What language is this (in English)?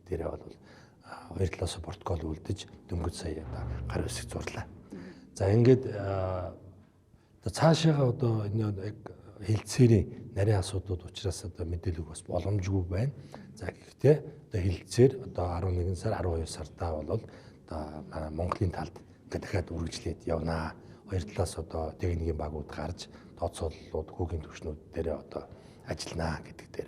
Mongolian